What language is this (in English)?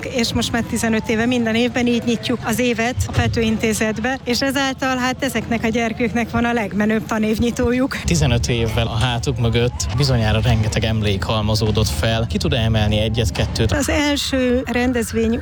Hungarian